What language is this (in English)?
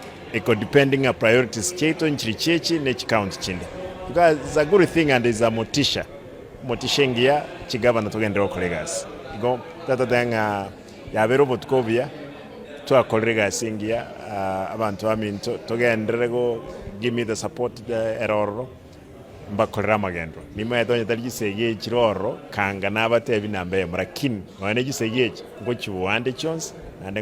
Gusii